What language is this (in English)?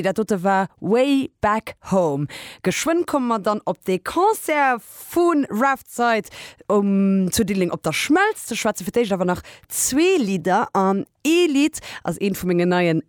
Luxembourgish